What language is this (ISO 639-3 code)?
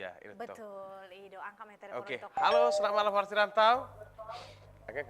bbc